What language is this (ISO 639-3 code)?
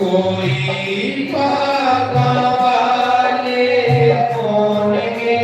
doi